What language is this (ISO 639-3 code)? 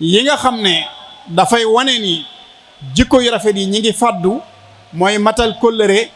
wol